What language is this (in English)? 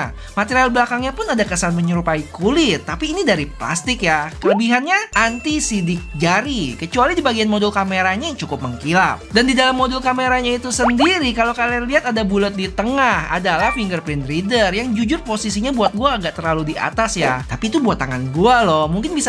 Indonesian